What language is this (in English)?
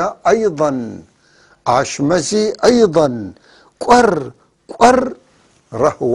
North Levantine Arabic